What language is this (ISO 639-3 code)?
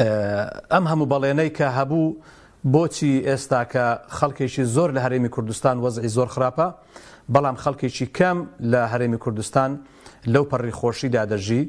ckb